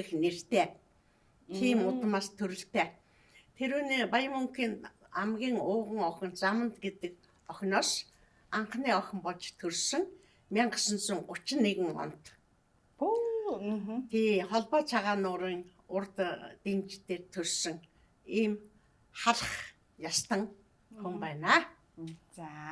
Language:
Mongolian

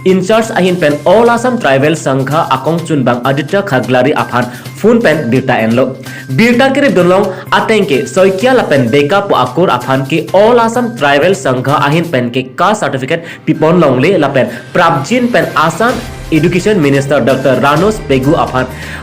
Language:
Karbi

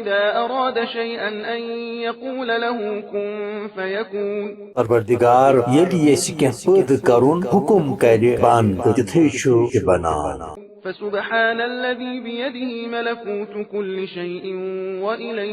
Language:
Kashmiri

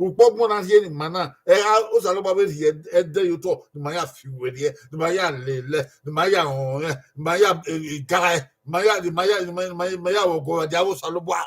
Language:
Bini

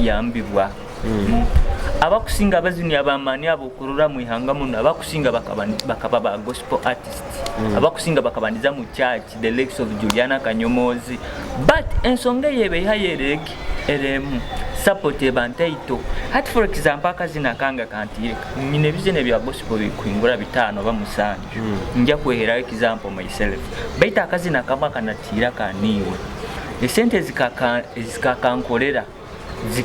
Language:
Nyoro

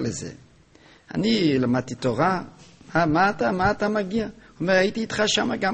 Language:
Hebrew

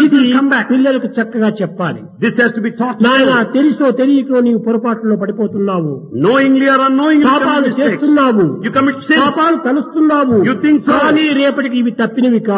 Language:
Telugu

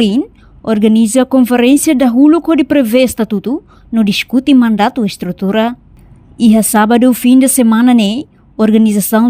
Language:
Tetum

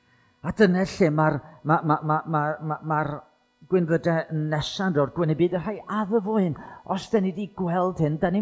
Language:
Welsh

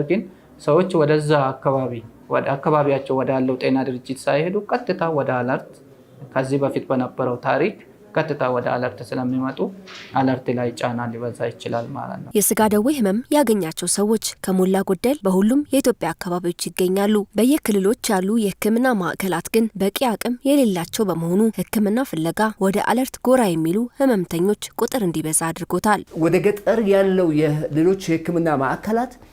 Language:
Amharic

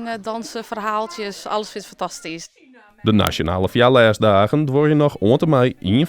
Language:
Western Frisian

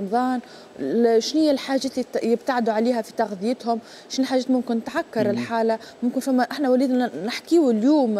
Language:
Tunisian Arabic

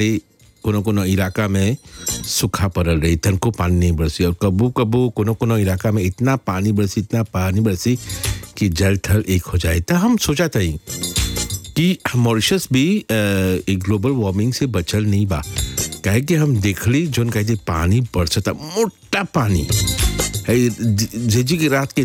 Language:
Bhojpuri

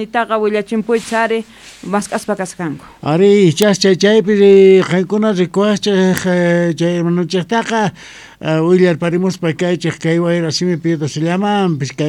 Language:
Quechua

